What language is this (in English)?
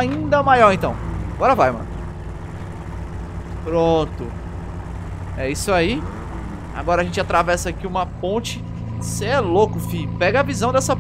Portuguese